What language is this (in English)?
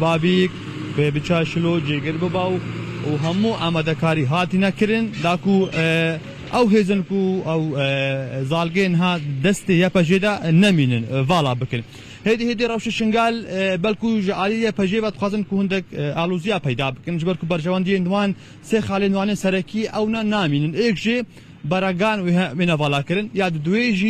Kurdish